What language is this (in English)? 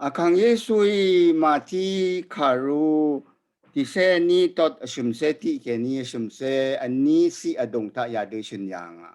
Rawang